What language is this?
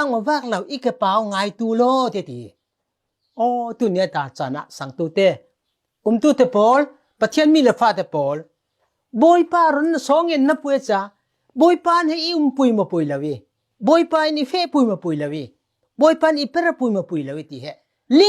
Falam Chin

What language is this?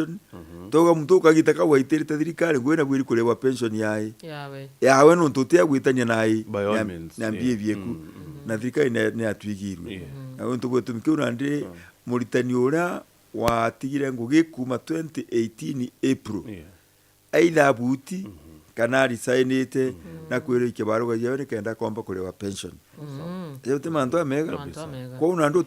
Meru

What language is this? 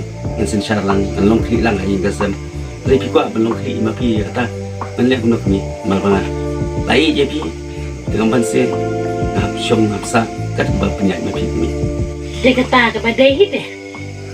Khasi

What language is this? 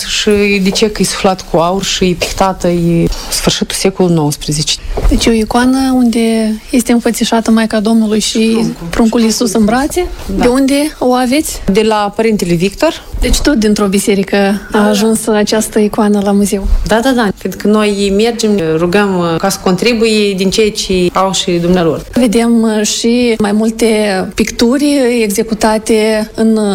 Romanian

